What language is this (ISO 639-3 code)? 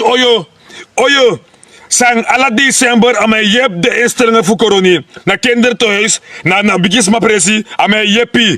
srn